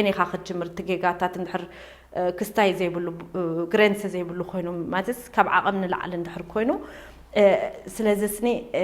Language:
Tigrinya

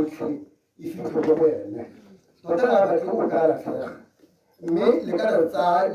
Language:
Tswana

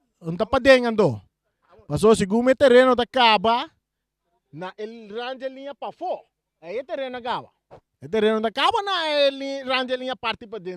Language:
Papiamento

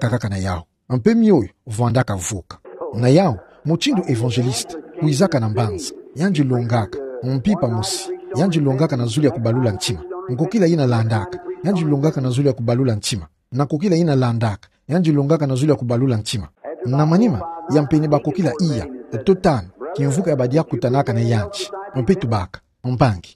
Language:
Kituba (Democratic Republic of Congo)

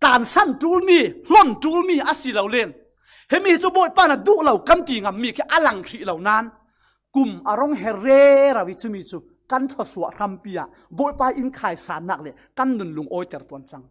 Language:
Falam Chin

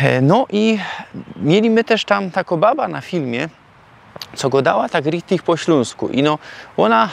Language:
Silesian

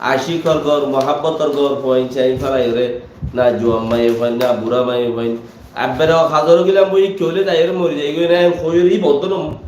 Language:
Rohingya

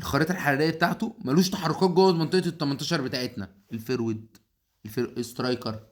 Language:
Egyptian Arabic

